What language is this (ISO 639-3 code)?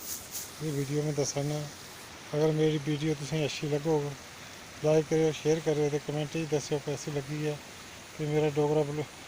doi